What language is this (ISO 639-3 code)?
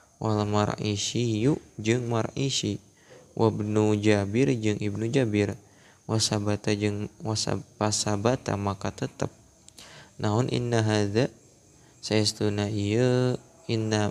sun